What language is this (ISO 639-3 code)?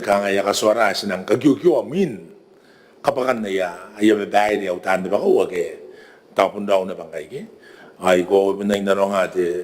gil